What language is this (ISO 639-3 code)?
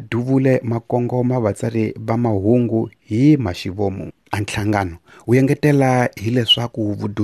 tso